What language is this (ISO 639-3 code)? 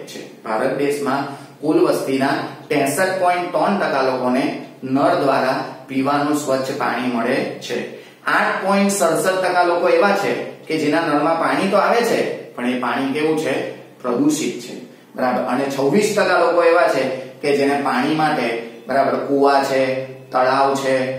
guj